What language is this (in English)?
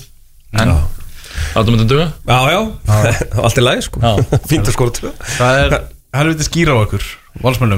Icelandic